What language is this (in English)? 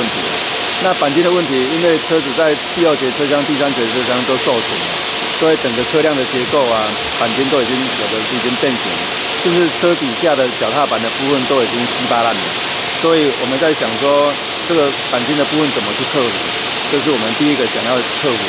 Chinese